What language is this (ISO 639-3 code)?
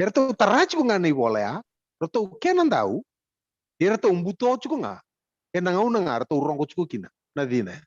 fij